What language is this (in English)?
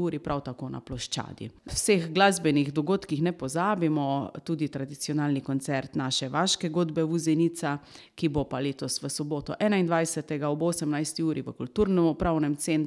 Slovenian